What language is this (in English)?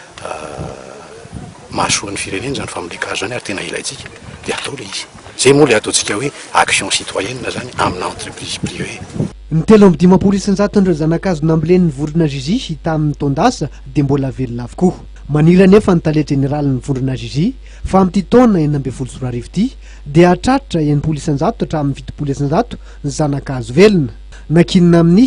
Malagasy